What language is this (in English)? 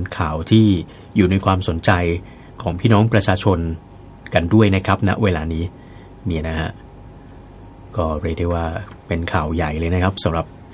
Thai